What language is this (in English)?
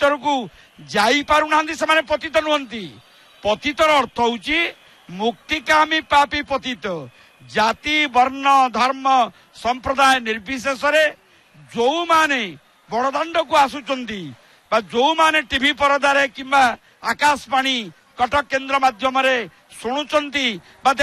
Odia